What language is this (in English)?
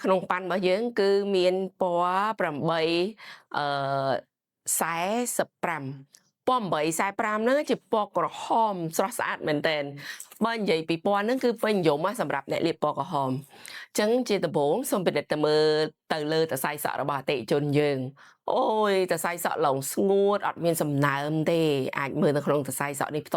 Khmer